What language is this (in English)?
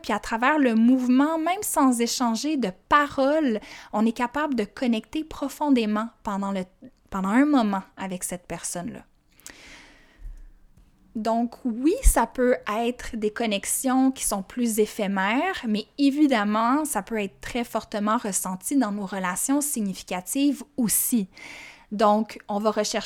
French